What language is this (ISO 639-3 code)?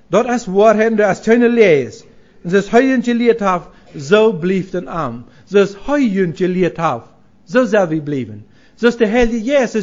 pdt